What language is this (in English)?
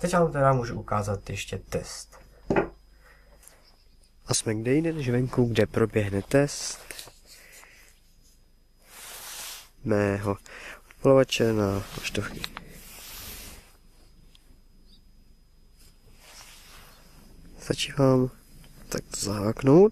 Czech